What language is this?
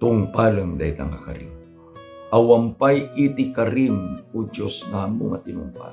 Iloko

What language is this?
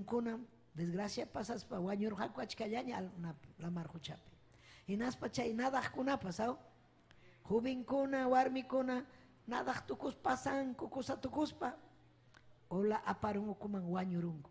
Ayacucho Quechua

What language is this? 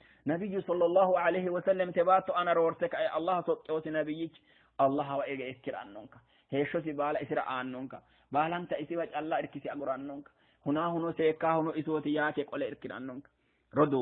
Sidamo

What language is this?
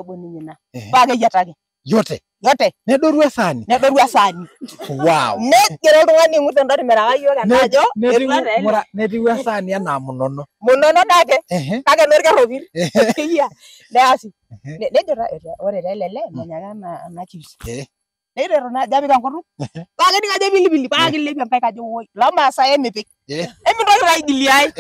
Masai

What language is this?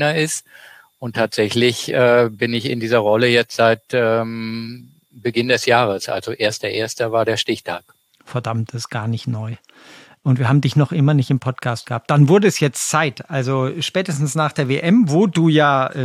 German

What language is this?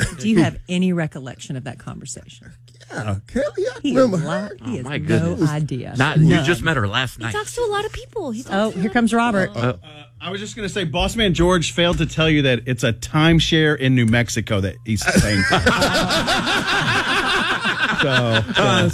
English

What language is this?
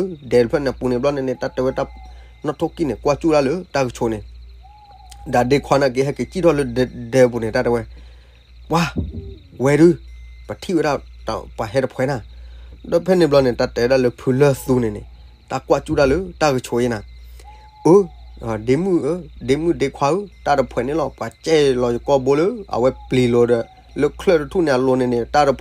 S'gaw Karen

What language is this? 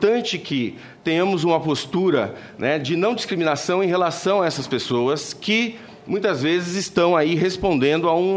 Portuguese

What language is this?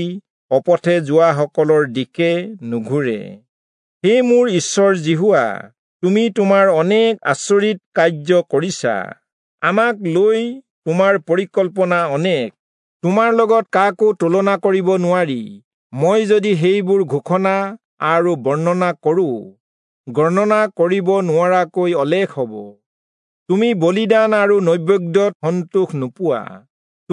Assamese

